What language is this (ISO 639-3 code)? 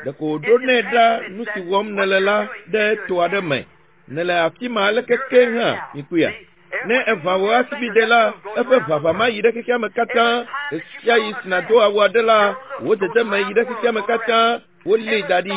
ewe